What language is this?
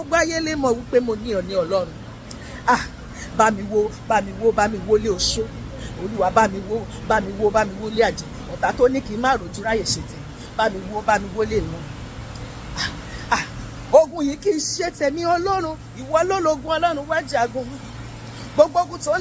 Yoruba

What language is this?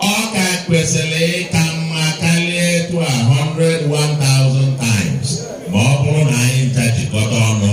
Igbo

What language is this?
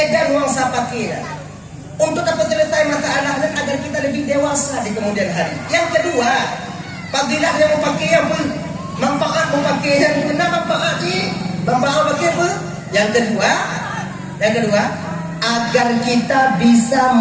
Achinese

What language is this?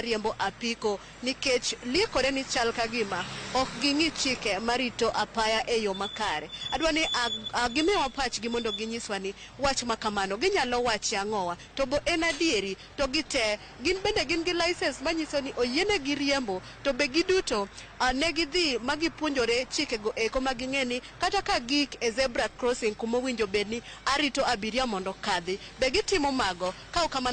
Luo (Kenya and Tanzania)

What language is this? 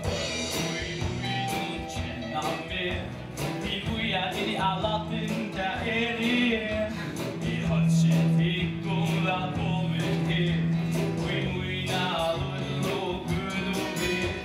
Faroese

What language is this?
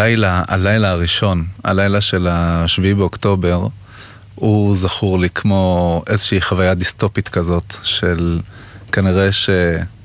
Hebrew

